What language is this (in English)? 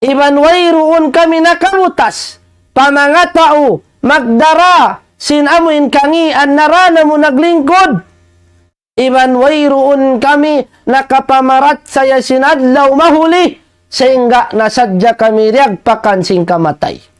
Tausug